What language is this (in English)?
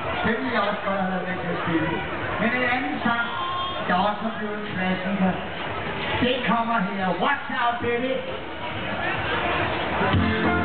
Danish